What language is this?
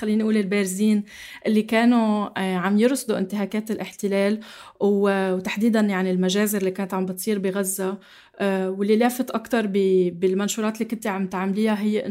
North Levantine Arabic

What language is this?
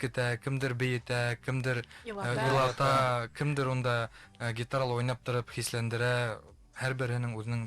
Bashkir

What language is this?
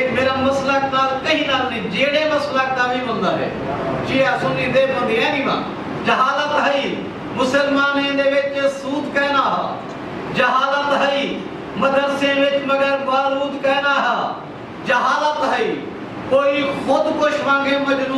Saraiki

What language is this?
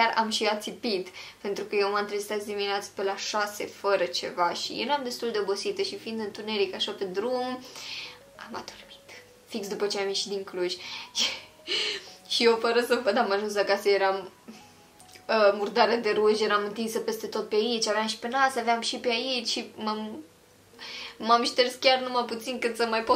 Romanian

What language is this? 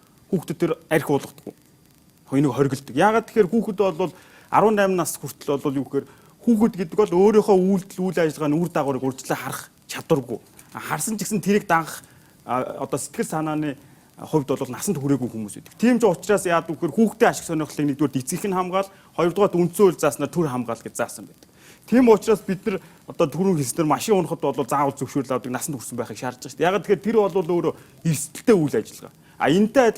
Mongolian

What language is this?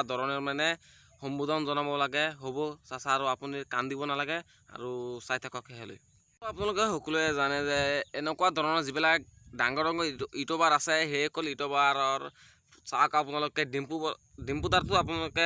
Assamese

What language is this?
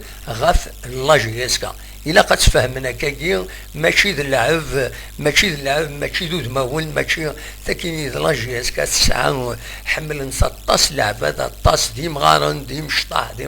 Kabyle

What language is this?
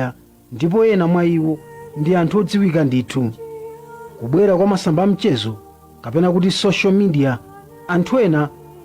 Nyanja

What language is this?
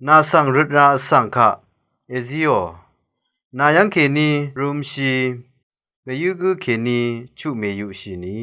Rawang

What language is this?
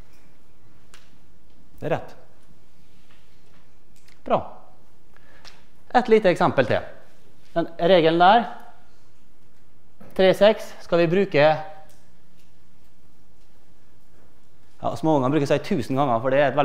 Norwegian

